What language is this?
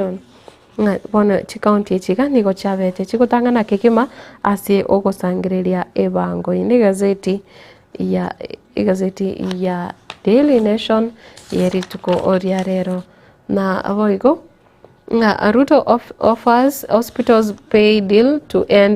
Gusii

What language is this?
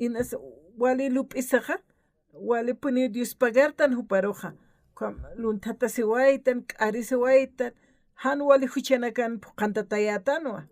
Aymara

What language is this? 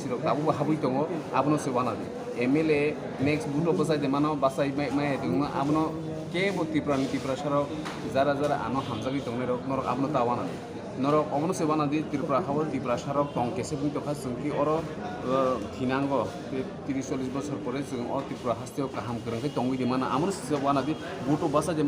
Kok Borok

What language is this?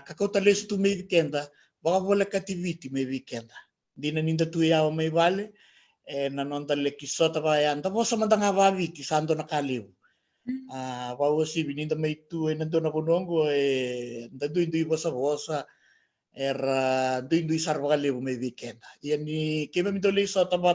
Fijian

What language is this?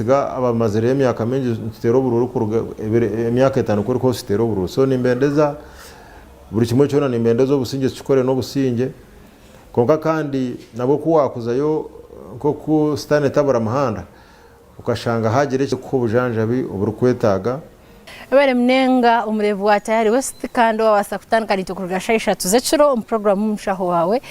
Nyankole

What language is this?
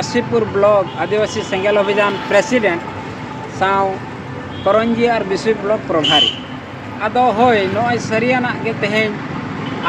Santali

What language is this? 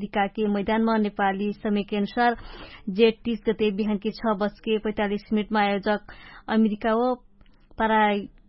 Dangaura Tharu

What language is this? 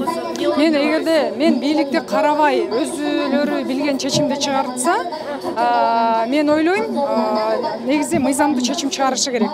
Kyrgyz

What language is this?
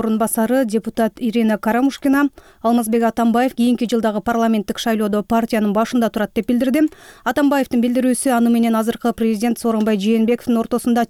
Kyrgyz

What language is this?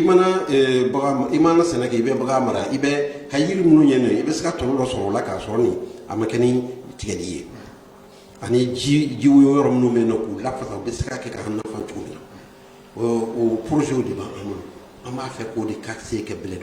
Bambara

